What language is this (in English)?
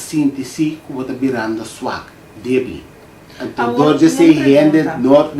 Papiamento